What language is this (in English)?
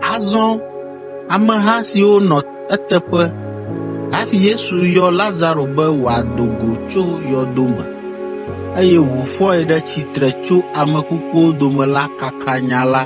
Ewe